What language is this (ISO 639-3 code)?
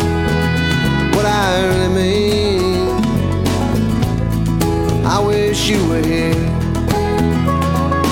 eng